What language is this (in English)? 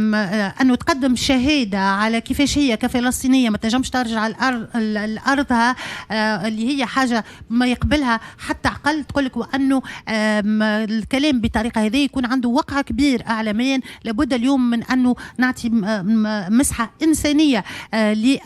Tunisian Arabic